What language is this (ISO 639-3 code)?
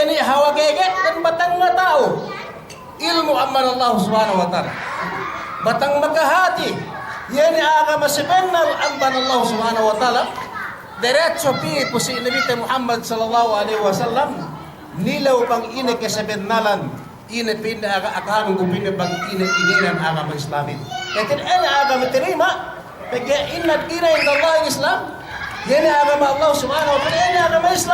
yka